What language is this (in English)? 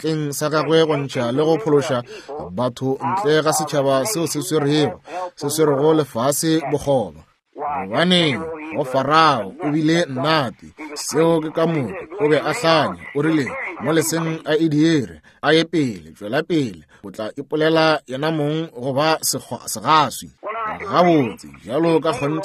Northern Sotho